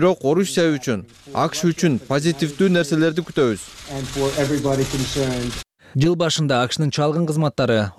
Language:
Kyrgyz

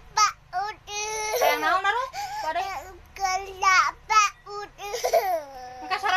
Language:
Sundanese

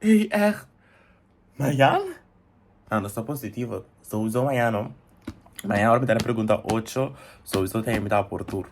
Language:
Papiamento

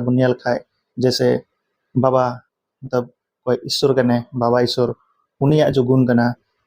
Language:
Santali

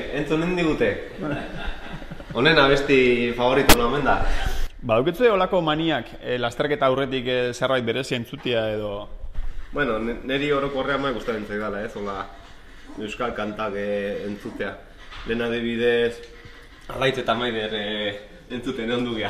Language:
Basque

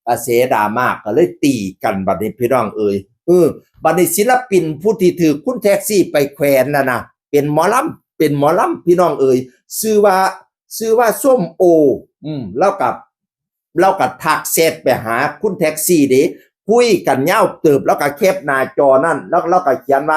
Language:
Northeastern Thai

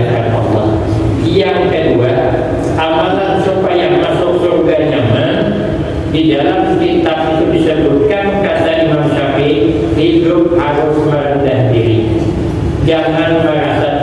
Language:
Banjar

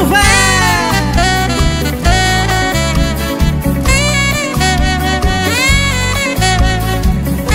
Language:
Portuguese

